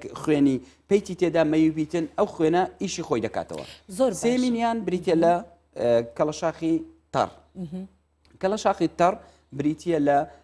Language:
Central Kurdish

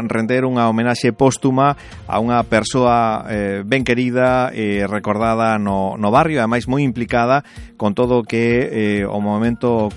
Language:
Galician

